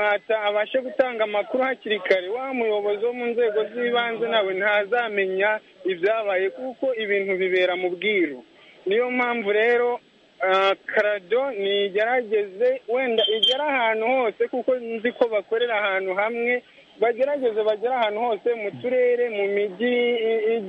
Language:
Kinyarwanda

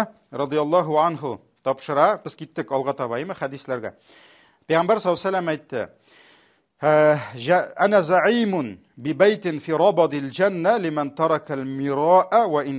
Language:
Tatar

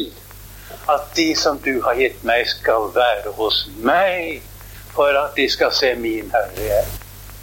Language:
Norwegian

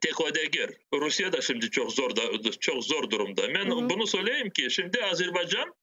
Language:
Crimean Tatar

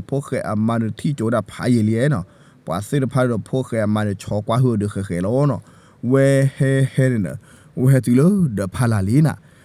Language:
S'gaw Karen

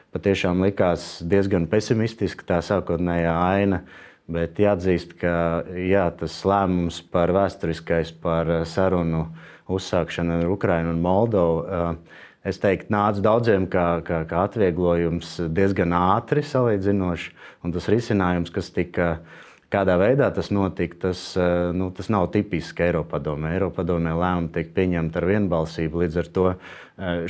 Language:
Latvian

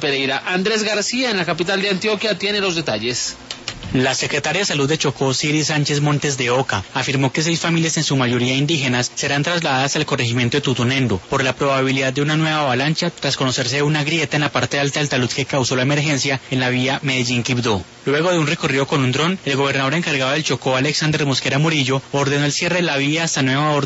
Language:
Spanish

